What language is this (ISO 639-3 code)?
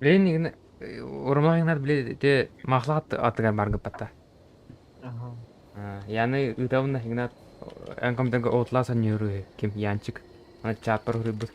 sah